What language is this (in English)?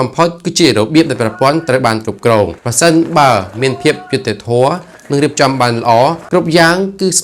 Khmer